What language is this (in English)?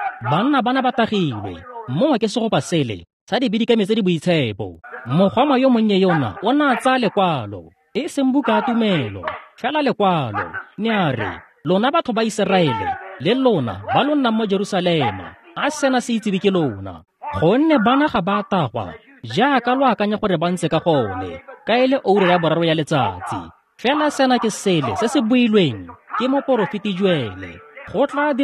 Tswana